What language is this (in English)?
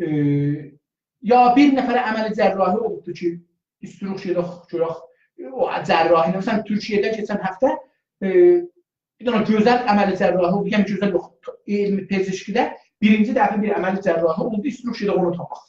South Azerbaijani